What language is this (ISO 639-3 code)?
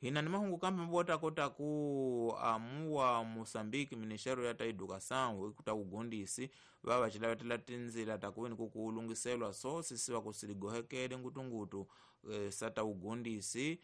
tso